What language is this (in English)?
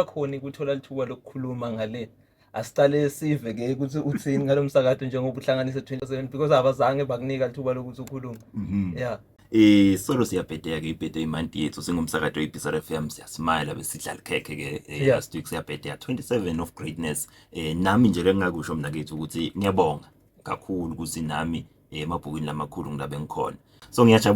Zulu